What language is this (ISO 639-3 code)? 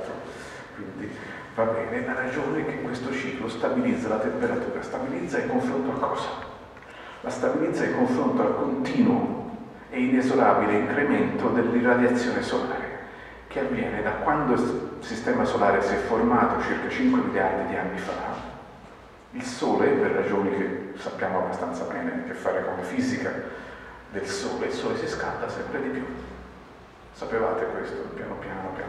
ita